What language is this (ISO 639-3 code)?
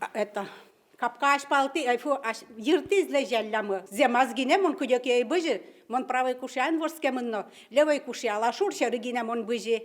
udm